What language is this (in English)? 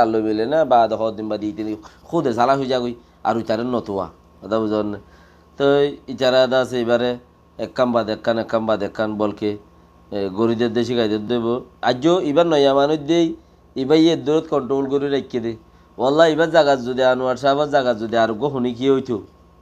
Rohingya